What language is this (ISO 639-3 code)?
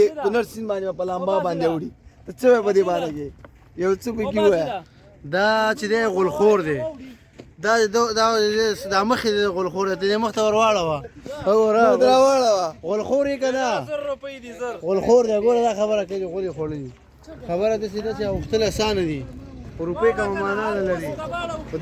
pus